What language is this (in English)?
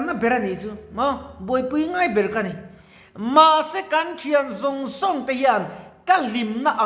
Mizo